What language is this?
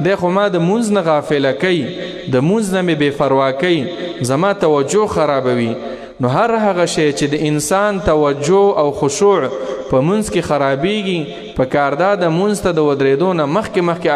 Pashto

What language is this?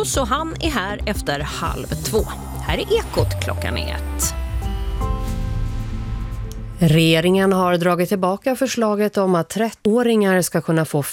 Swedish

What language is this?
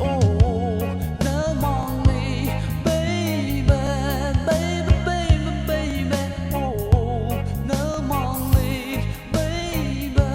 Tangkhul Naga (India)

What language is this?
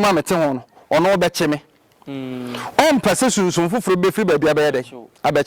Akan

